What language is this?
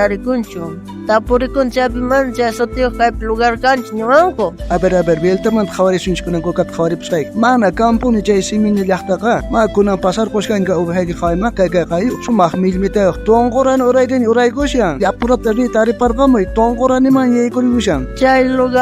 South Bolivian Quechua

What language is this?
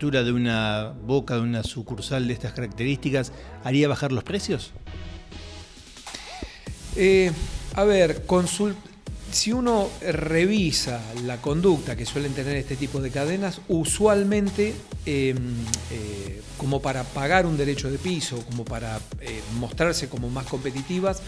Spanish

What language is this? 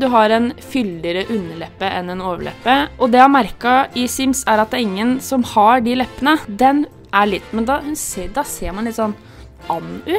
Norwegian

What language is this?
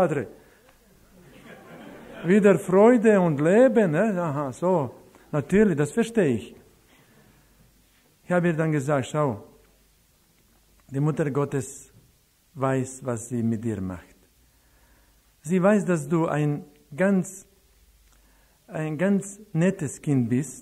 German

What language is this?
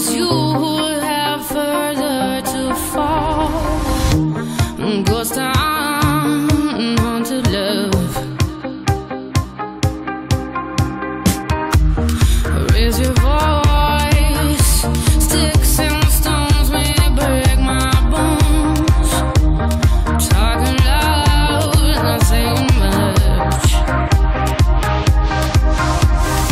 English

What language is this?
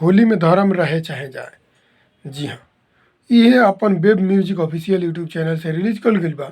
Bhojpuri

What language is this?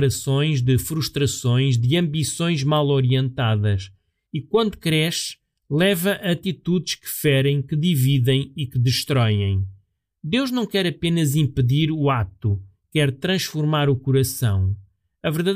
Portuguese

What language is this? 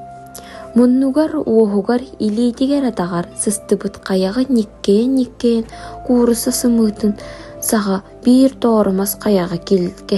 Yakut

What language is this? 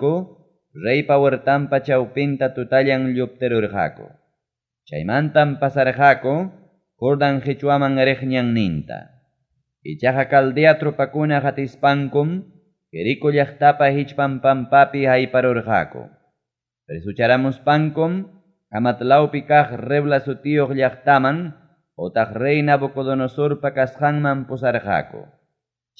Ayacucho Quechua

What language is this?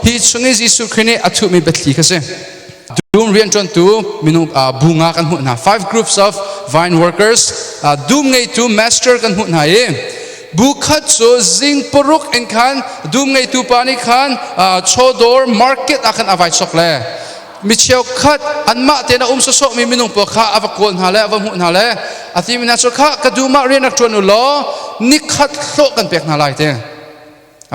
Hakha Chin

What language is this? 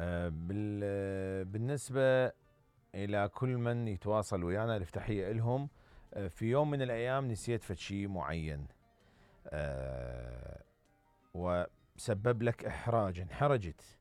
Mesopotamian Arabic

